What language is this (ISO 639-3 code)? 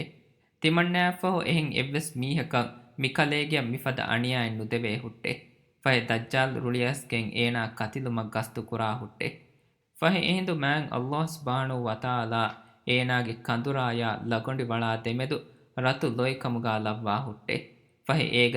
div